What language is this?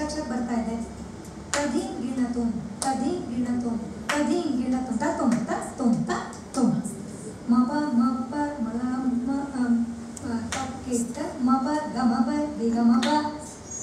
Kannada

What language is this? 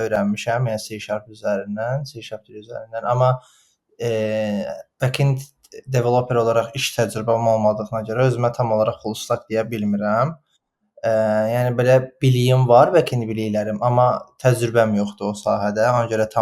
Azerbaijani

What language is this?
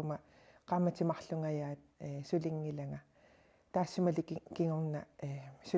Kalaallisut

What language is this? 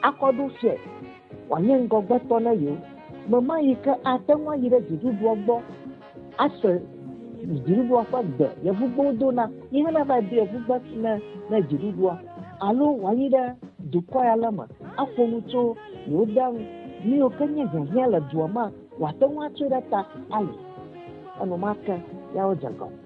Ewe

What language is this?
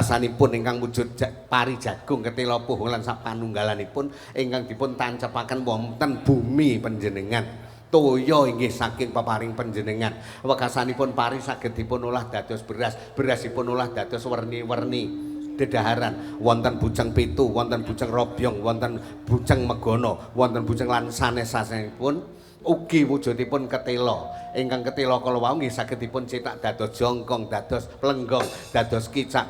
Javanese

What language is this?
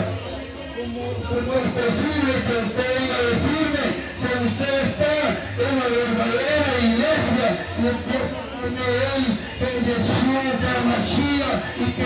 Spanish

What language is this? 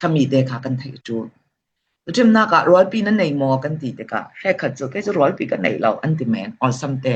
Falam Chin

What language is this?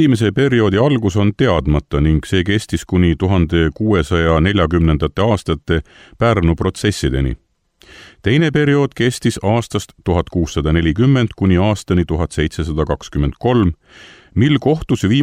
Estonian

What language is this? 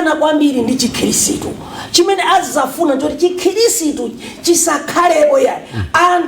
Nyanja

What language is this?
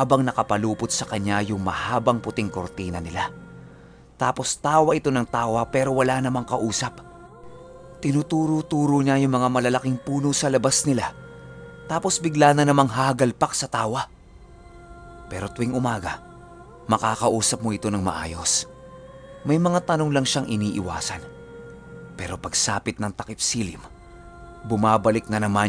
Filipino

